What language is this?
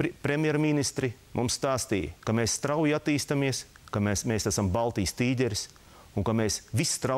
Latvian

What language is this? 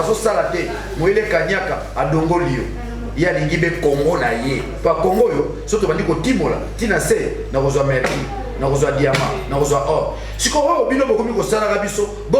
Lingala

